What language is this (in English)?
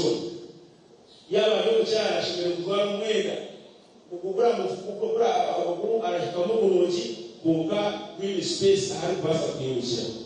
Nyankole